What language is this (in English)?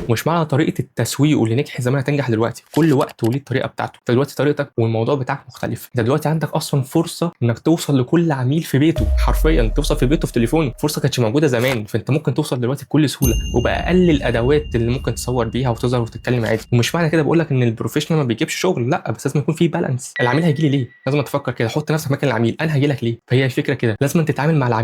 Egyptian Arabic